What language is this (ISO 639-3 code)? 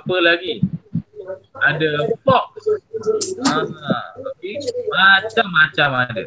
msa